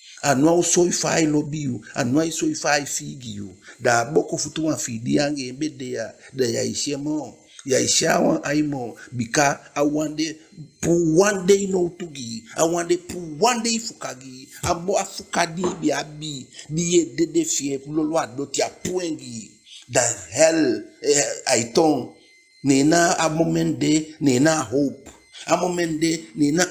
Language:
Eastern Maroon Creole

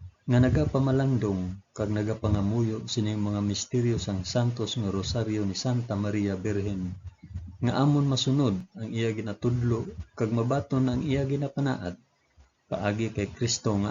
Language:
Hiligaynon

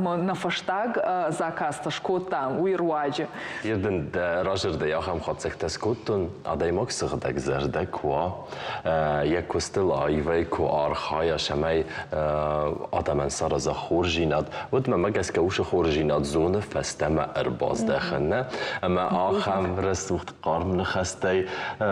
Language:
Ossetic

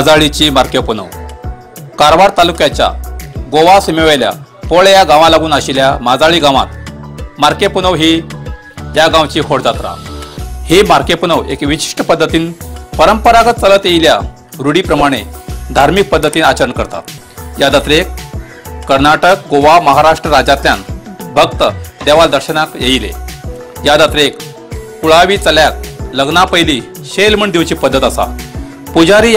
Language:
Konkani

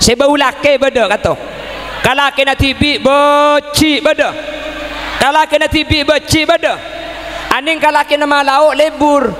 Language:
Madurese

